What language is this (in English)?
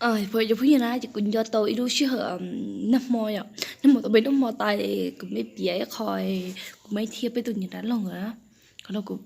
Hmong